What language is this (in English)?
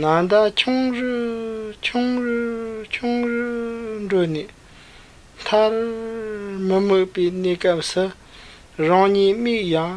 Tibetan